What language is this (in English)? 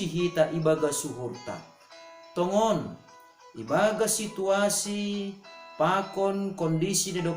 Batak Simalungun